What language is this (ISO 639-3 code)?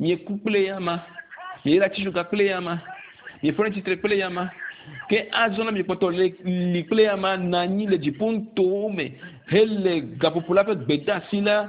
ewe